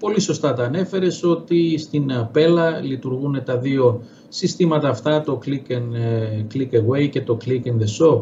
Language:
Greek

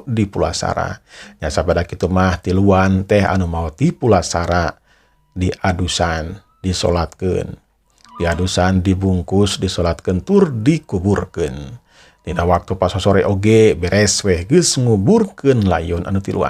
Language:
Sundanese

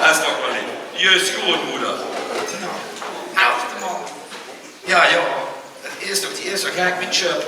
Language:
Limburgish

